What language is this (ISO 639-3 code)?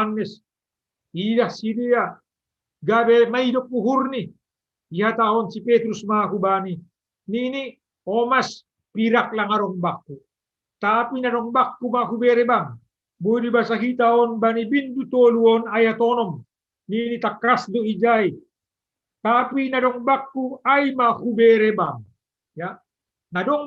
bts